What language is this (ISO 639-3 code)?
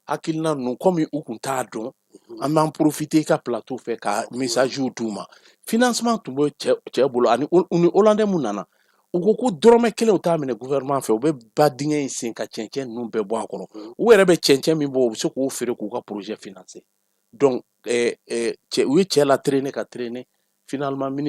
bam